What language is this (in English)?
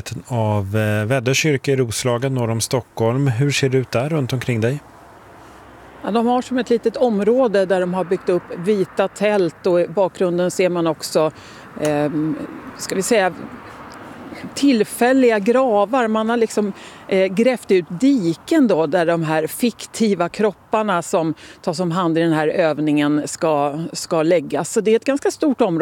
Swedish